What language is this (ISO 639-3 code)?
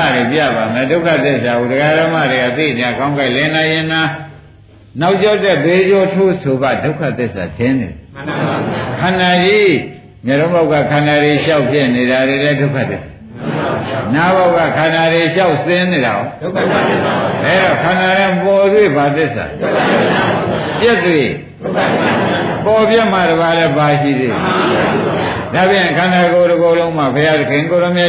mya